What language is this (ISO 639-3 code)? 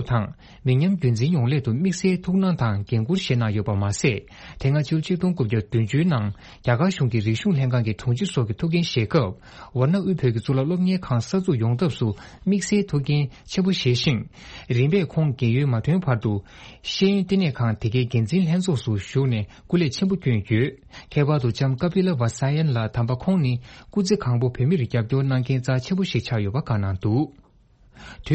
bod